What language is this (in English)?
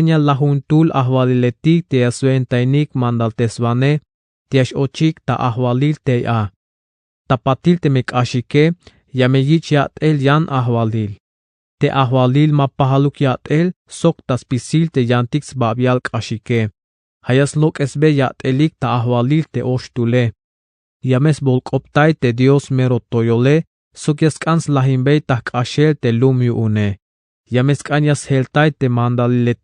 Tzeltal